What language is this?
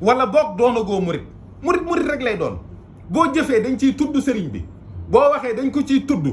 Wolof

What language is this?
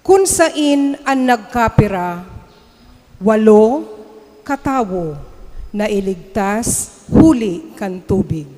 Bikol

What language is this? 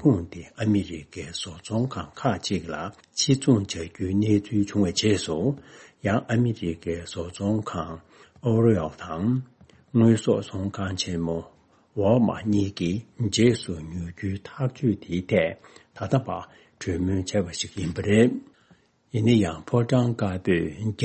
Tibetan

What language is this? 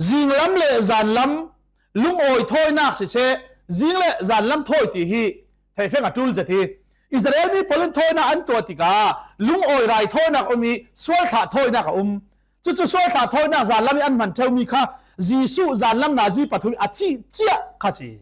Falam Chin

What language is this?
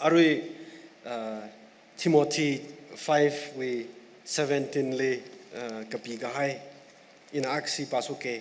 Tangkhul Naga (India)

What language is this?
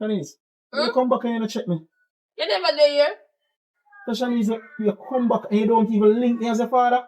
Jamaican Creole English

